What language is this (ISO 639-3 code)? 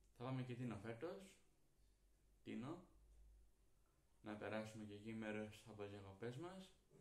ell